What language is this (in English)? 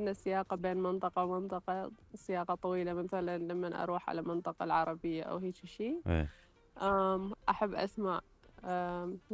Mesopotamian Arabic